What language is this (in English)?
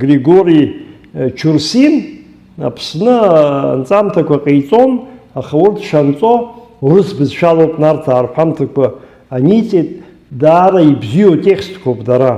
Abkhazian